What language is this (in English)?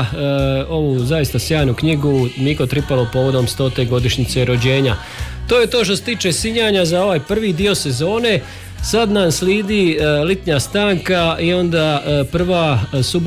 Croatian